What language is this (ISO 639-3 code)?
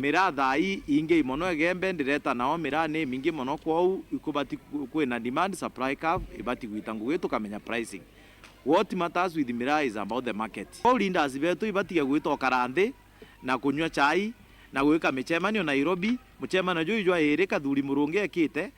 mer